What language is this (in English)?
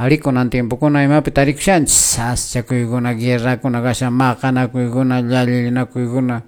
Quechua